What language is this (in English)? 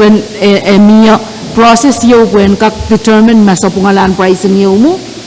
Pohnpeian